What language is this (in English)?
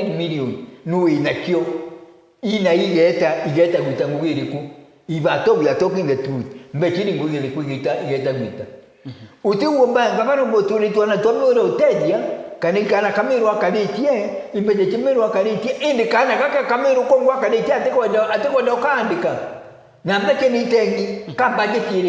Meru